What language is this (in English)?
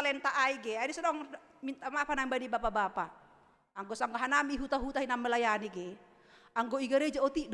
Batak Simalungun